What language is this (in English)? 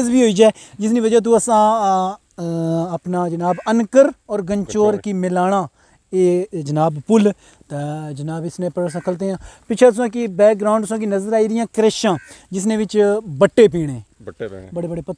Pahari-Potwari